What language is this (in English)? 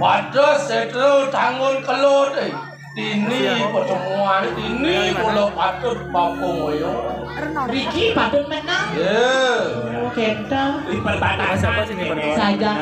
Balinese